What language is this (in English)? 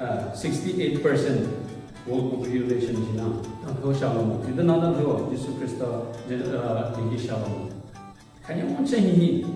Southern Rengma Naga